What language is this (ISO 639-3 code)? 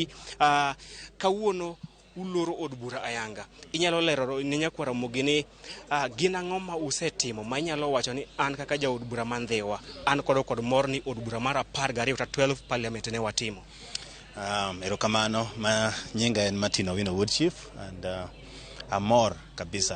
luo